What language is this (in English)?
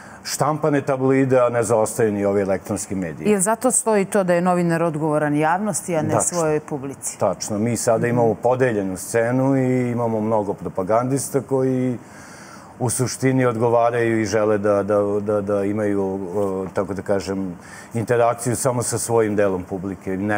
Serbian